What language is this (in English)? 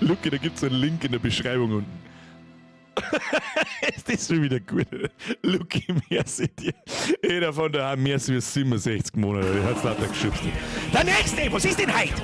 Bavarian